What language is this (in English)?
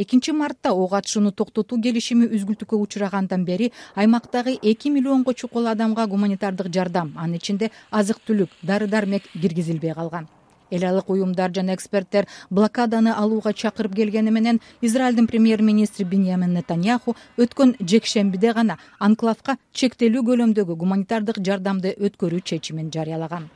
Kyrgyz